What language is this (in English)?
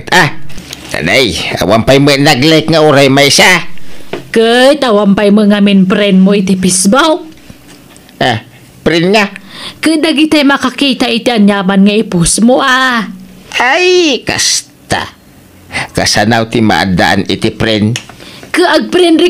Iloko